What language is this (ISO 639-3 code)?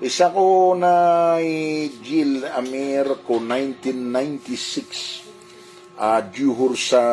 mrw